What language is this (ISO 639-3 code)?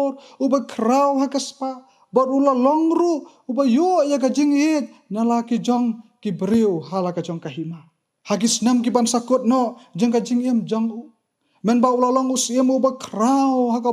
kha